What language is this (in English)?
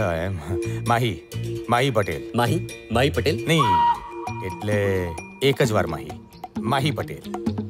Gujarati